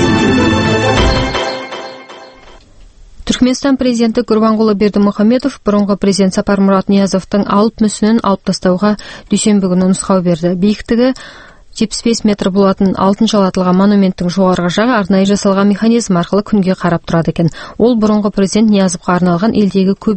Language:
Kazakh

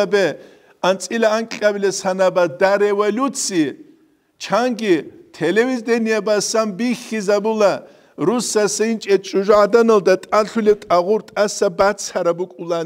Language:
Avaric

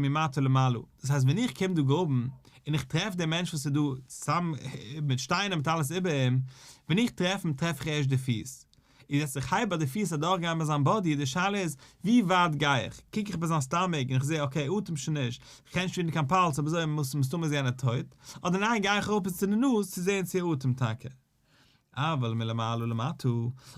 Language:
Yiddish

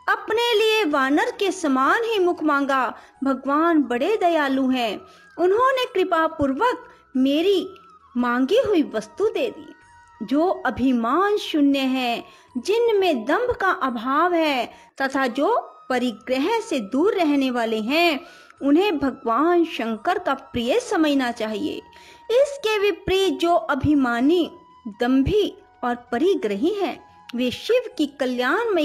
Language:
Hindi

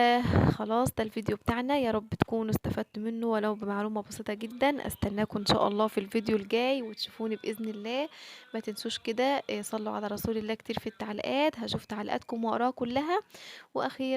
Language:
Egyptian Arabic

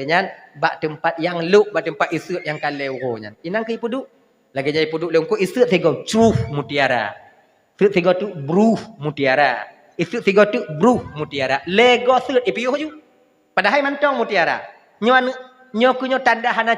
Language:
Achinese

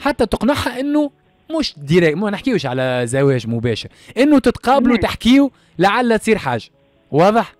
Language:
Tunisian Arabic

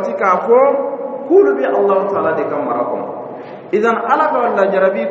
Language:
Dyula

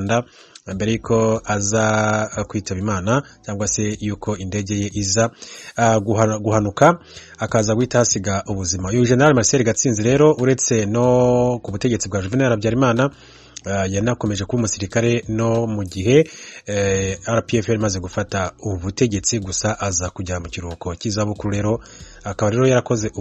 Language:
Kinyarwanda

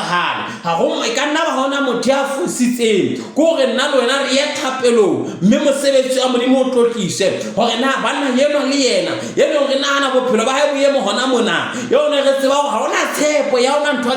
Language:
Southern Sotho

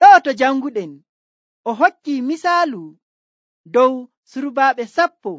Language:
Nigerian Fulfulde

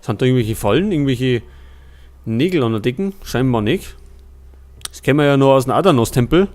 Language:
Bavarian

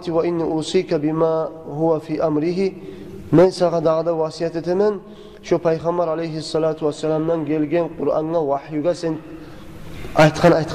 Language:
Kumyk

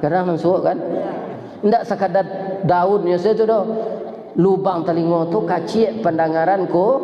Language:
Minangkabau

